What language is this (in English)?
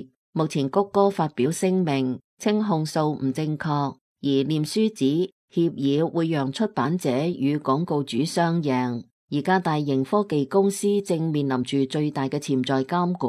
Cantonese